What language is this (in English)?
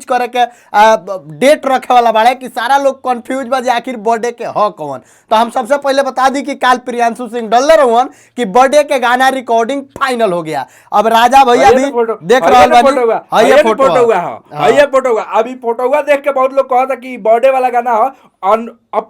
Bhojpuri